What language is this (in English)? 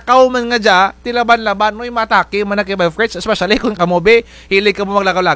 Kinaray-a